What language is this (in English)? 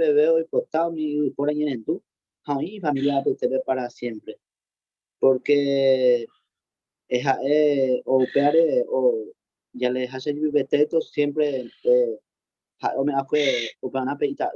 Guarani